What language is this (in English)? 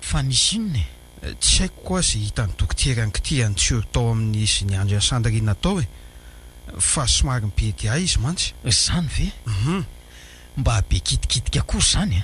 Malagasy